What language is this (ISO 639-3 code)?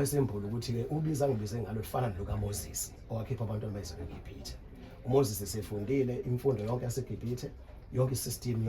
zul